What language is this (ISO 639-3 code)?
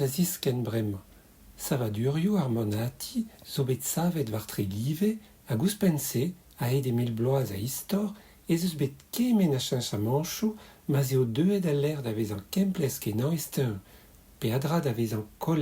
bre